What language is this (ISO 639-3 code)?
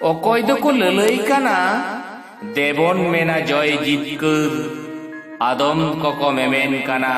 sat